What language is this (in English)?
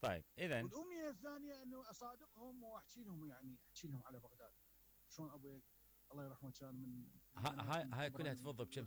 Mesopotamian Arabic